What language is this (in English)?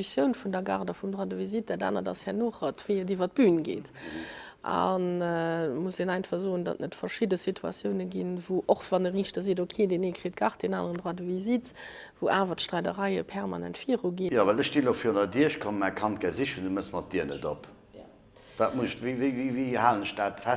Luxembourgish